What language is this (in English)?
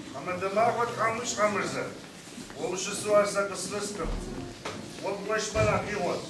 Kabardian